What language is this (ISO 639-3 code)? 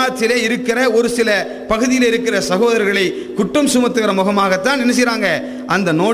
tam